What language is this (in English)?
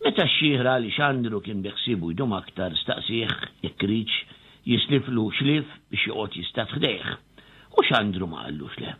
Maltese